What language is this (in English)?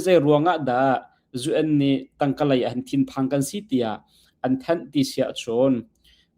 Hakha Chin